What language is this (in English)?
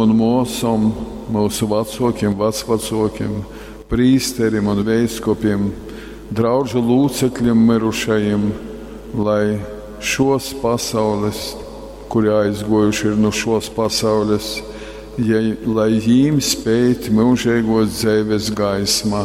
Latgalian